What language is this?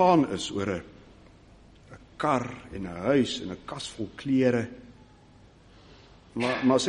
Afrikaans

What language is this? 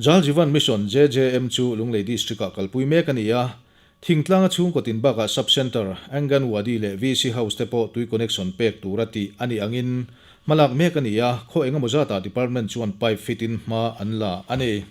Mizo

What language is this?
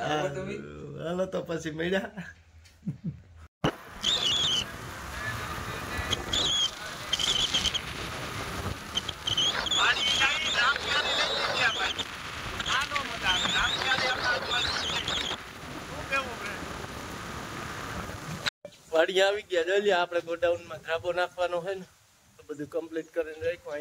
Gujarati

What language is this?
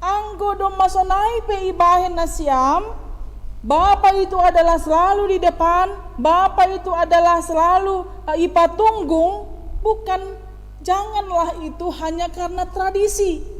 Batak Simalungun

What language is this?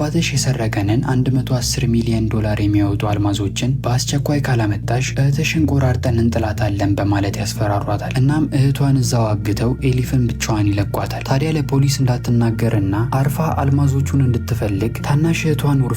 Amharic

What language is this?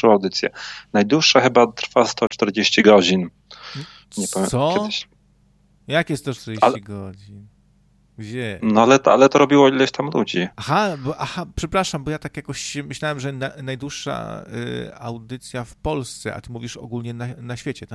Polish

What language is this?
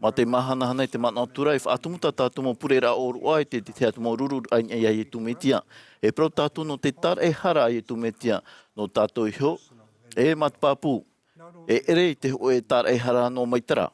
Tahitian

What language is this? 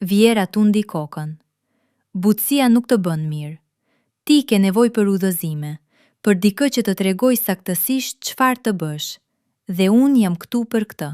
Albanian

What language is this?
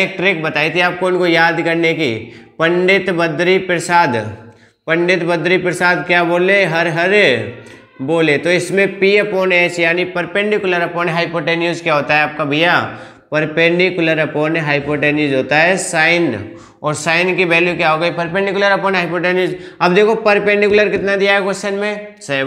Hindi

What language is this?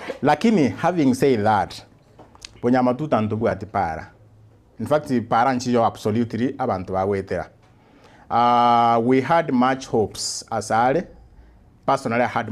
Gusii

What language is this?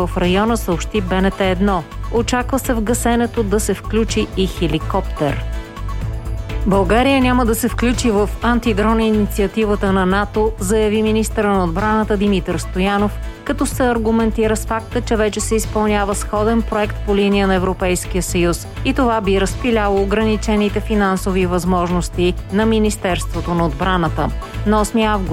Bulgarian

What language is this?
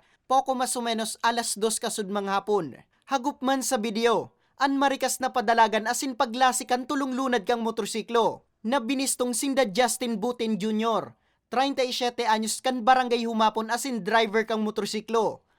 Bikol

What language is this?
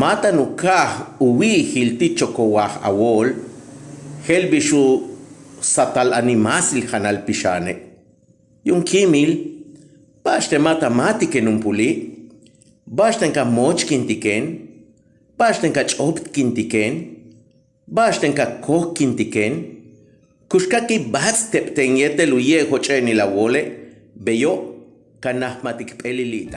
Yucateco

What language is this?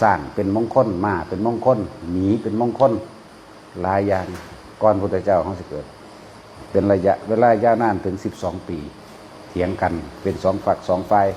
Northeastern Thai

